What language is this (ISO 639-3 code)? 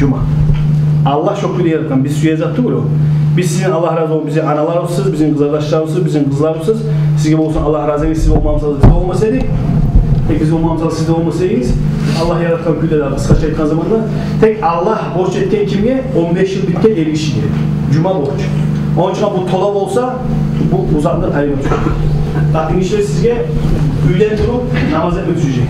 kum